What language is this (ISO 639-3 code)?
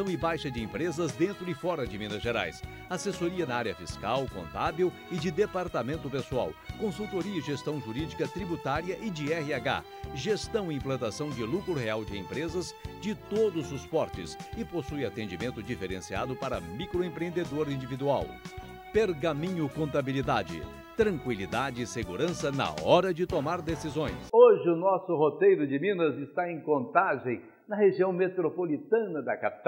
por